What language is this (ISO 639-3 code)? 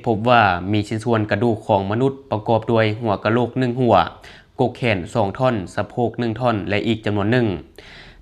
lao